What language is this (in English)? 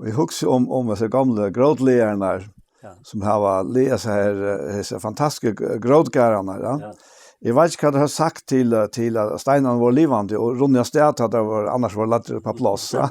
Faroese